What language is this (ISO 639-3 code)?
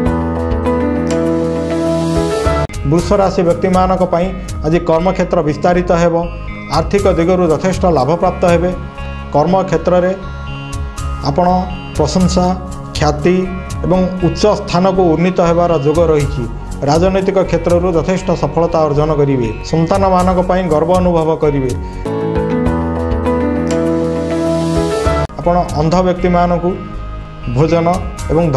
ori